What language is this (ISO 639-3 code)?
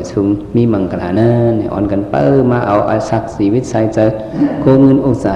shn